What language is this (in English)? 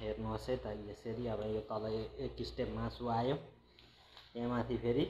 Nepali